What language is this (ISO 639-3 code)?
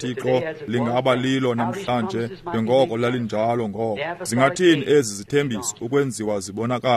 xho